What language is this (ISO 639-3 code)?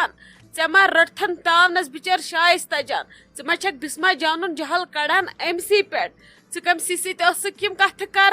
kas